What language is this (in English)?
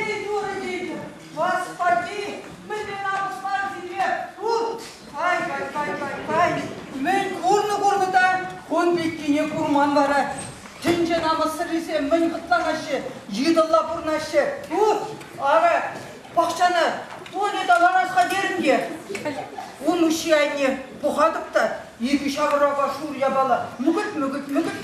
Chuvash